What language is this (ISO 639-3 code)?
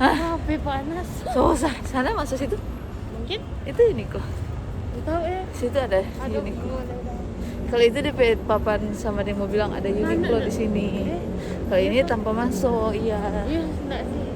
xmm